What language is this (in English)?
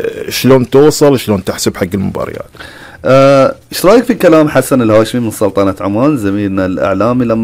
Gulf Arabic